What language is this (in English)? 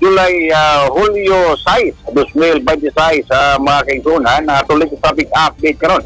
Cebuano